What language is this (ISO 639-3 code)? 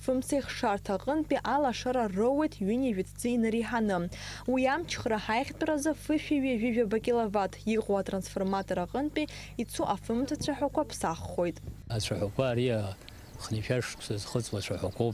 abk